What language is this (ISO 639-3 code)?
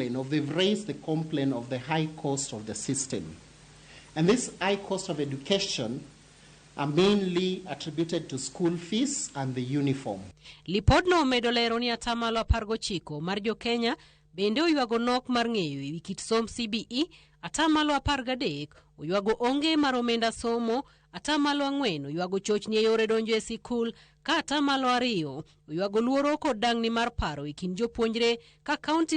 luo